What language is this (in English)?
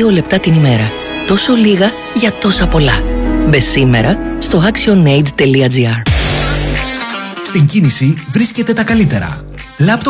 Greek